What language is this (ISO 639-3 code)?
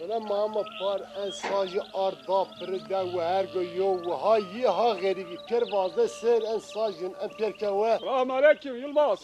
zza